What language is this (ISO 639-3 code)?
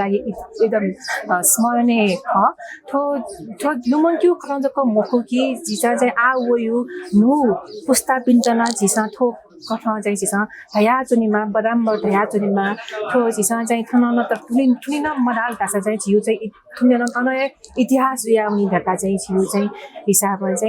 new